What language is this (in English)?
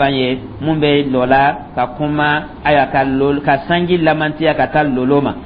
Dyula